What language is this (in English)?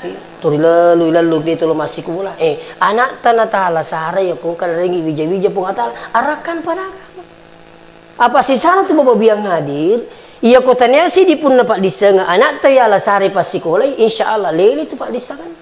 Buginese